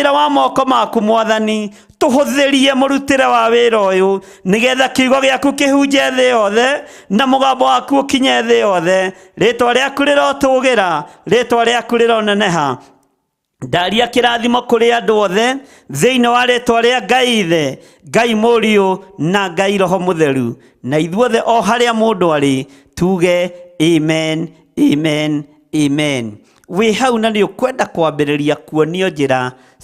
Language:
Kikuyu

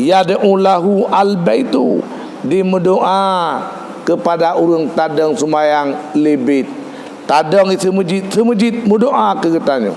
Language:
Achinese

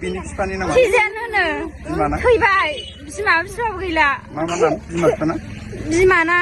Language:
Bodo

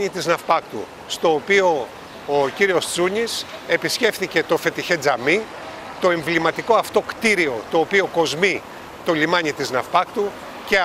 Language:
Greek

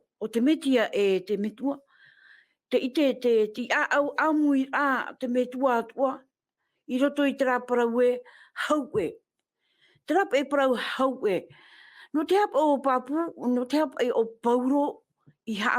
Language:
Tahitian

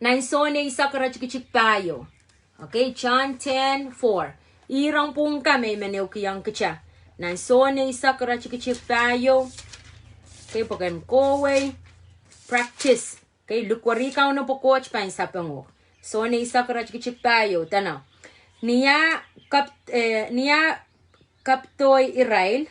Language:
Pohnpeian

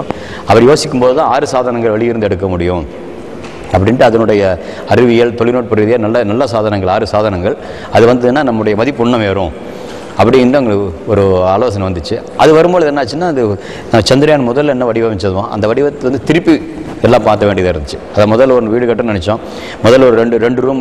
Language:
Tamil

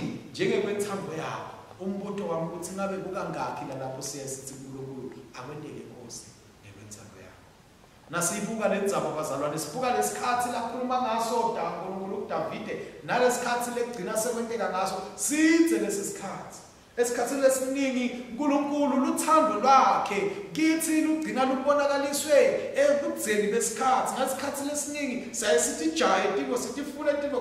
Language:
Swati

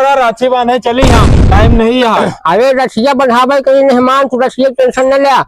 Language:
Awadhi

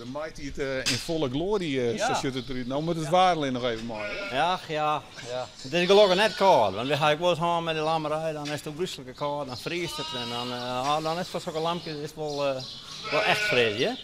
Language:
Western Frisian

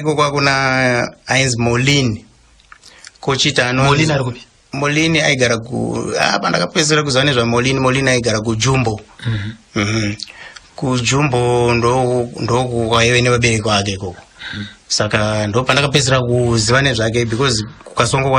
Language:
Shona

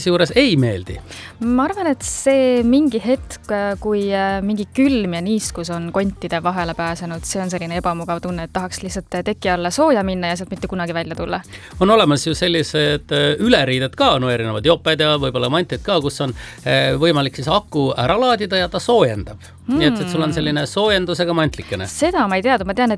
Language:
Estonian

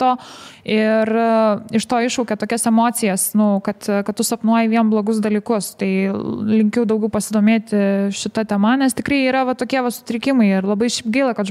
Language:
Lithuanian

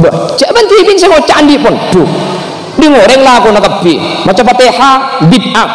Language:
Madurese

